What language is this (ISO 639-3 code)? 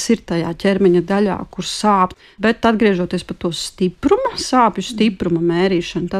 lav